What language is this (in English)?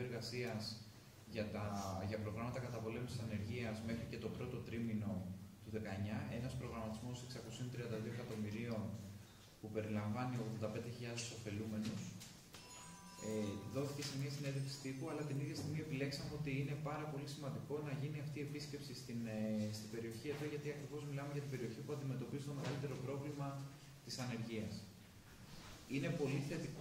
Greek